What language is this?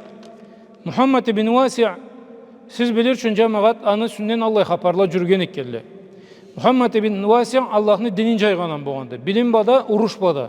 Karachay-Balkar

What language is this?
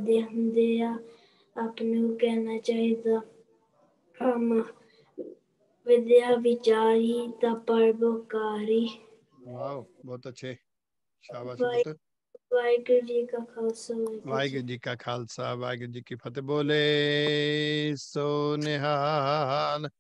Punjabi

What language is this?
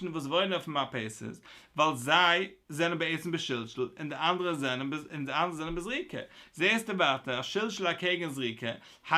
Yiddish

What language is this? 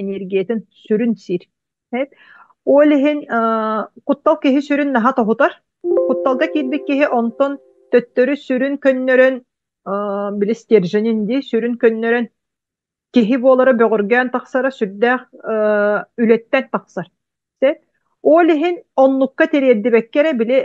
Yakut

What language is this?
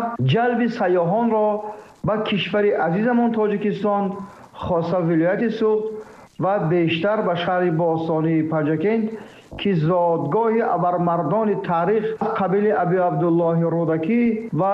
Tajik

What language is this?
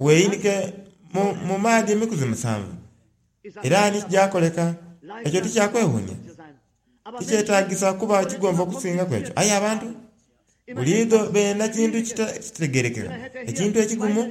Soga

